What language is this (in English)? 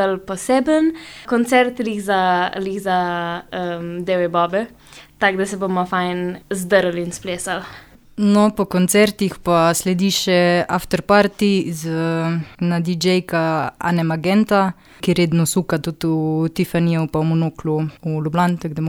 Slovenian